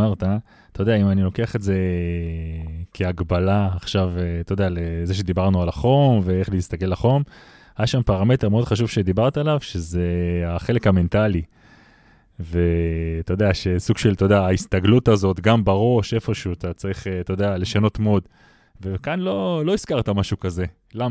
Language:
Hebrew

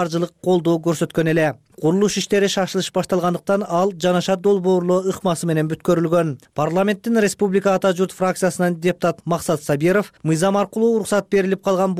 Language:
Kyrgyz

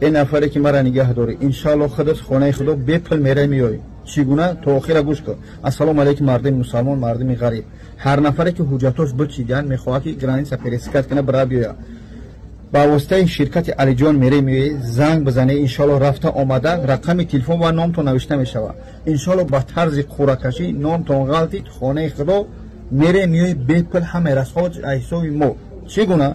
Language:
Tajik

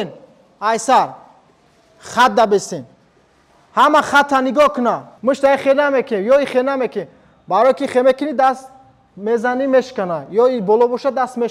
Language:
Tajik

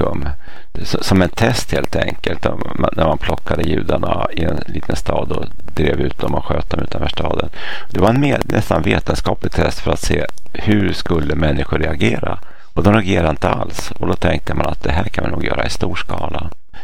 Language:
Swedish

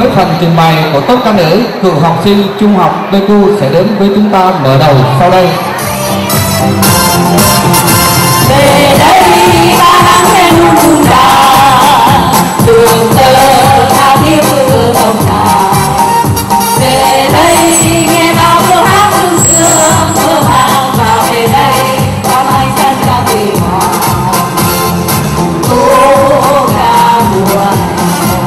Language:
Vietnamese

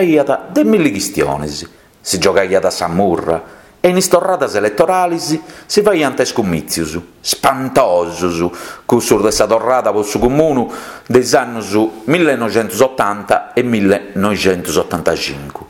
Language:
Sardinian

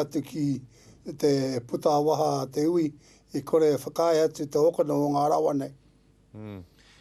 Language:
Māori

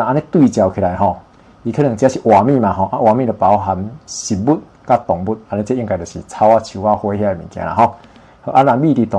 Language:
Min Nan Chinese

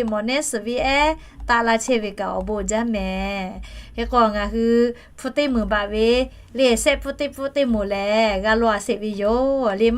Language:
Lahu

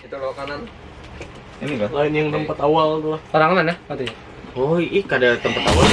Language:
Banjar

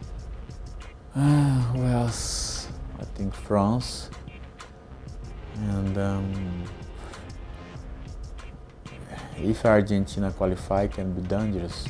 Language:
English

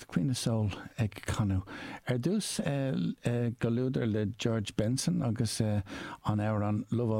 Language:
Irish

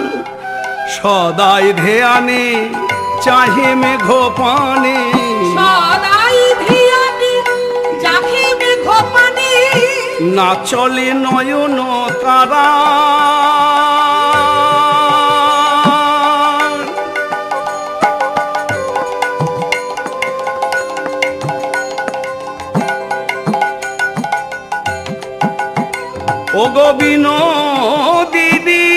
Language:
Bangla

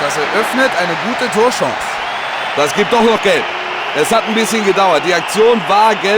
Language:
Bavarian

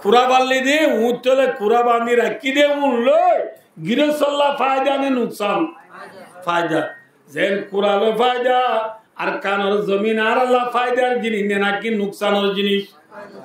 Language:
Rohingya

